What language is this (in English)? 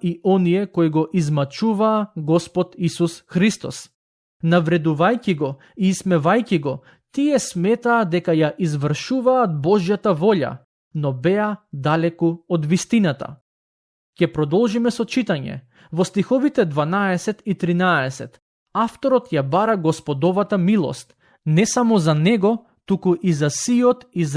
Macedonian